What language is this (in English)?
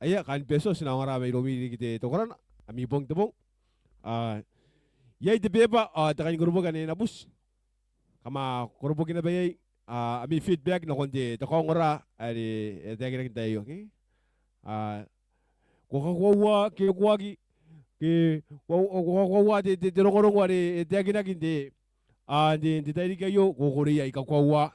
Gilbertese